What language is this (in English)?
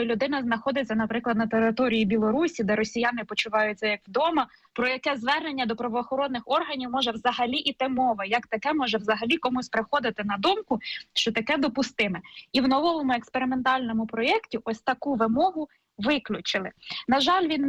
Ukrainian